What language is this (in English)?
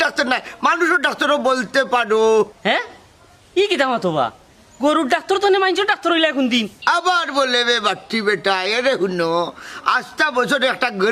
Sylheti